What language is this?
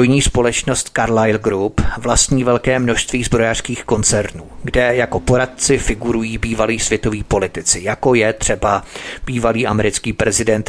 Czech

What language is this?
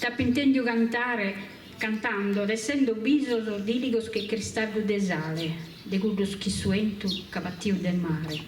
Sardinian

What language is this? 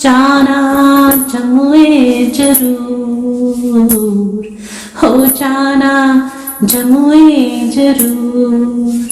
Dogri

